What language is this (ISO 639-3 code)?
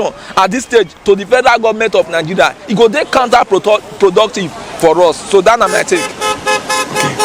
pcm